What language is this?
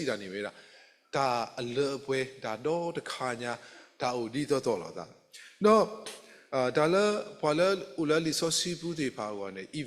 S'gaw Karen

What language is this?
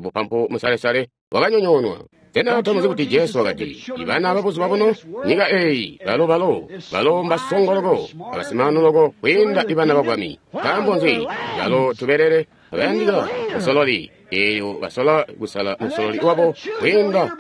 Tonga (Zambia)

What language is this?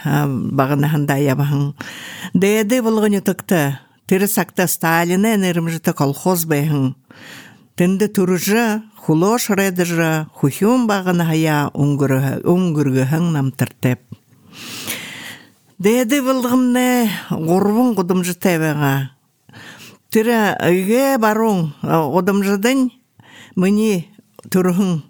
Buriat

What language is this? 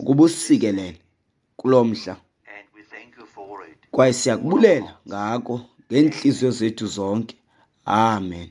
Xhosa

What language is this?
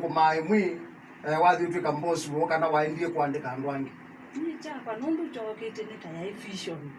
Kamba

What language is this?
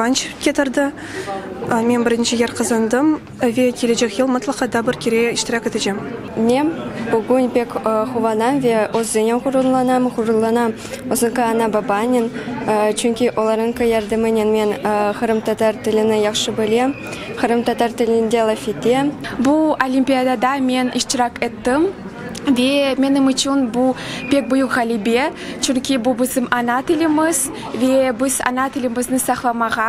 Crimean Tatar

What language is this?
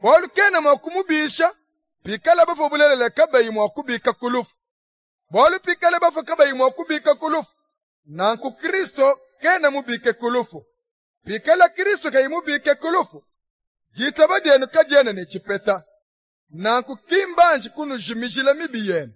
Luba-Lulua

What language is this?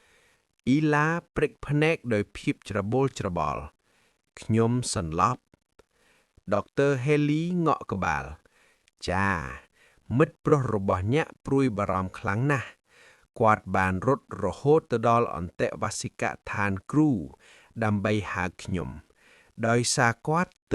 Khmer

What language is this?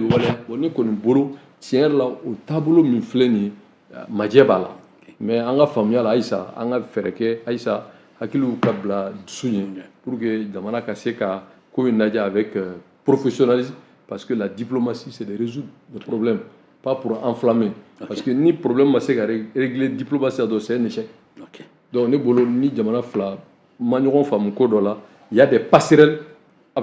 Bambara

